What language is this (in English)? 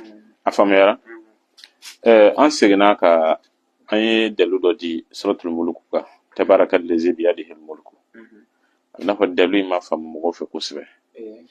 Bambara